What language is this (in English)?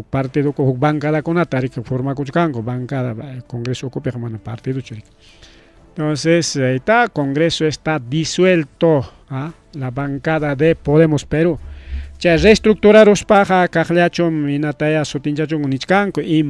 Ayacucho Quechua